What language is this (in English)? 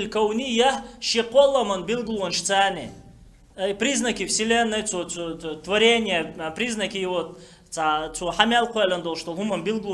Chechen